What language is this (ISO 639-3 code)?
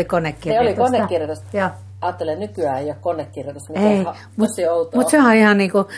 fin